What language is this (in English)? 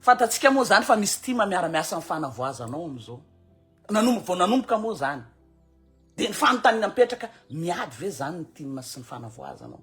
Malagasy